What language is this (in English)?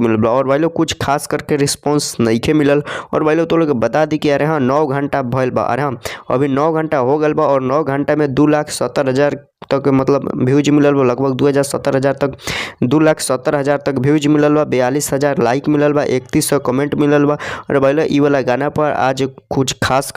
Bhojpuri